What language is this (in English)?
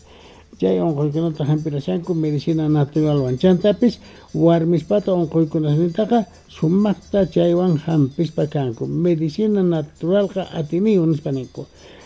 South Bolivian Quechua